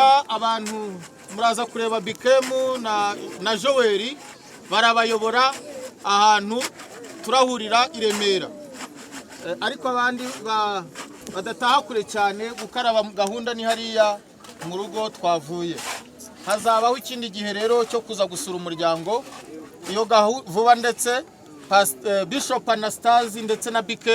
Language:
Kinyarwanda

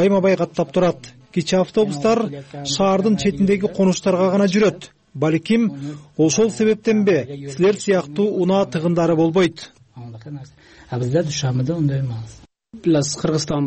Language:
Kyrgyz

